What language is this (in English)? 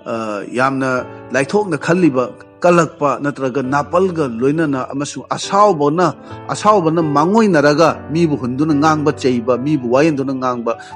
Manipuri